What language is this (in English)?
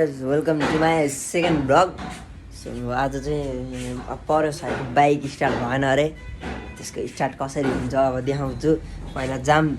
Nepali